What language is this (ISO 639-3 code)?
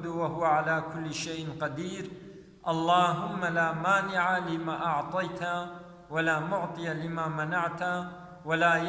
kur